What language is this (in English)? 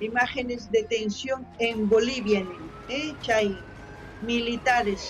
South Bolivian Quechua